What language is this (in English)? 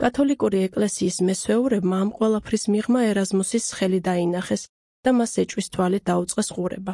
Georgian